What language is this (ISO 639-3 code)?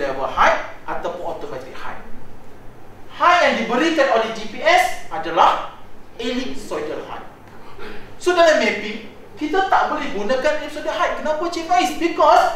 msa